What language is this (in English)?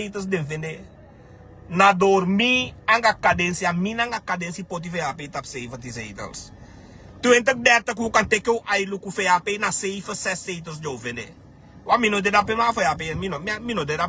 Sranan Tongo